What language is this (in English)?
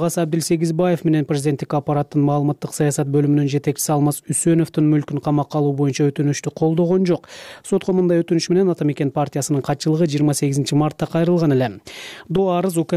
Kyrgyz